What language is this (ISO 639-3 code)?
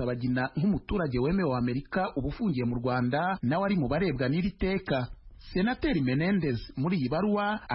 kin